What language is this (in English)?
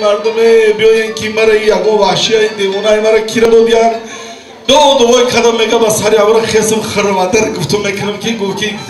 Tajik